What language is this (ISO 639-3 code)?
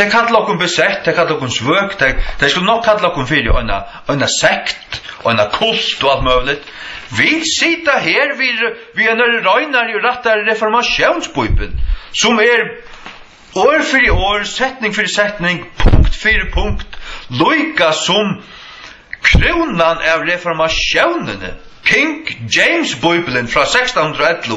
fao